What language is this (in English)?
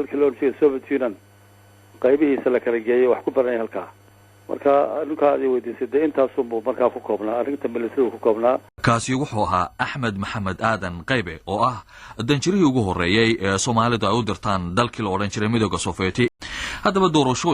Somali